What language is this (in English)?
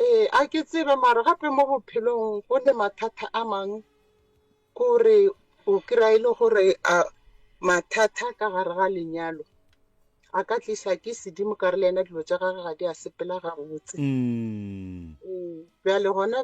Northern Sotho